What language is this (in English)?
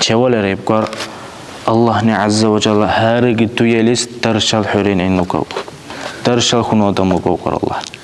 Dargwa